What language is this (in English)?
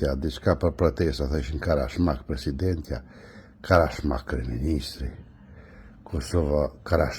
Albanian